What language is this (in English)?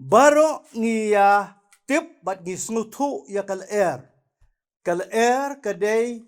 Khasi